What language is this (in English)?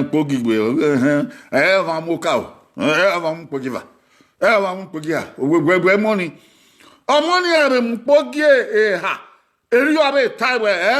Bini